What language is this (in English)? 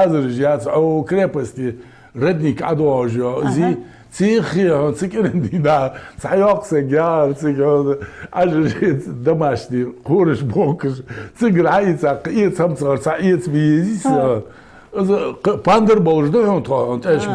Ingush